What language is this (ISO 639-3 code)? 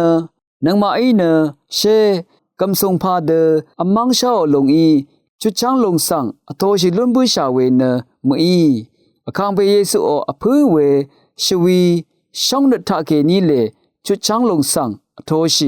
raw